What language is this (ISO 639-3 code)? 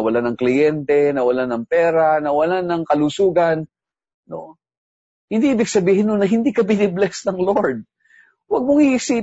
fil